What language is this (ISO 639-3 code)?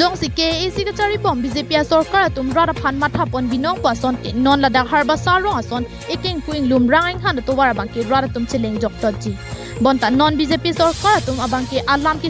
mjw